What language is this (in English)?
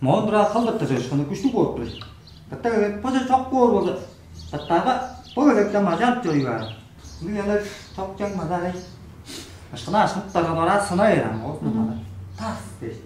Tuvinian